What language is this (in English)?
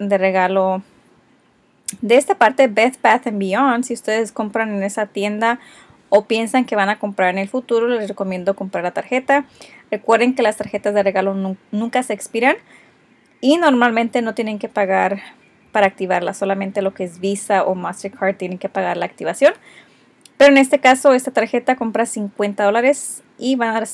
Spanish